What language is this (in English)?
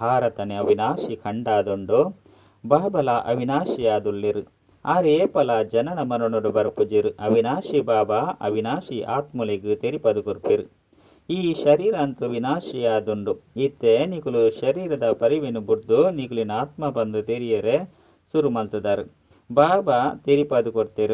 Tulu